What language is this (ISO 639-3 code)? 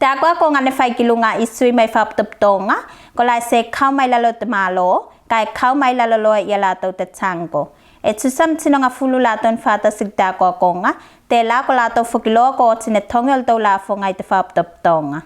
tvl